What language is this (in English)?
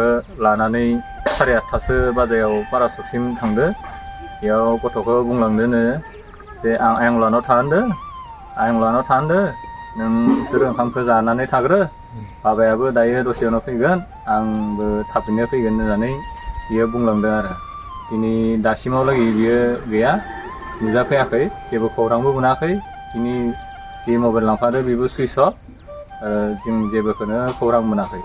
Bodo